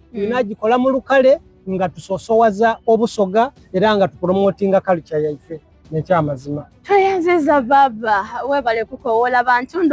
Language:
Soga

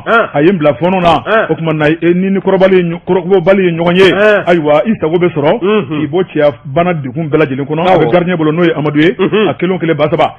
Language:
Bambara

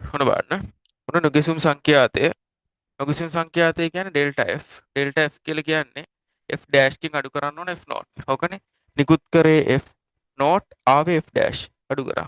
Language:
Sinhala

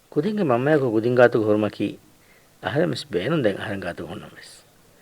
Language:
Divehi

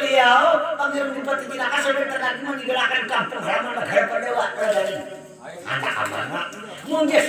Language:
Banjar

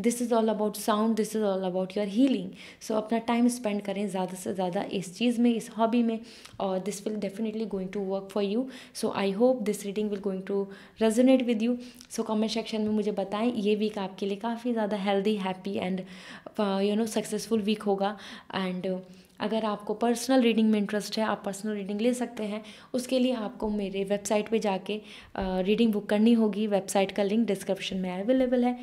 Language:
Hindi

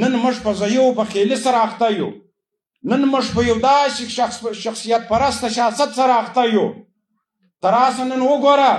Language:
Pashto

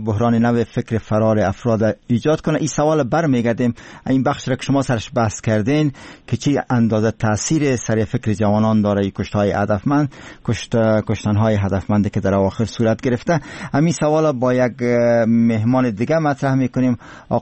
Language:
Persian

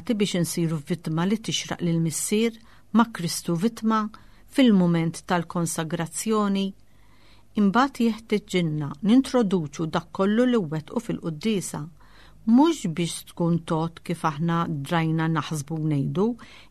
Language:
Maltese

